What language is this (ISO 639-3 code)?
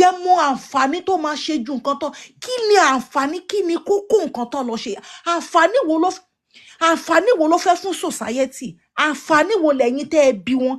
yor